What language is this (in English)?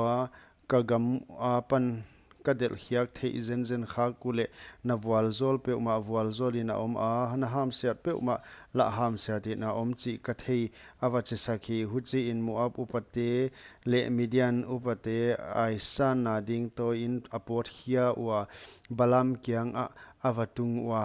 Paite Chin